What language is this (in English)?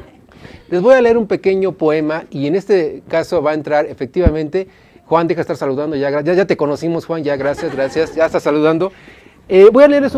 Spanish